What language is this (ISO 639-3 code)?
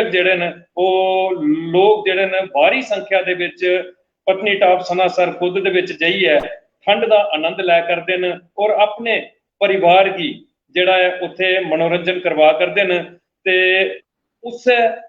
doi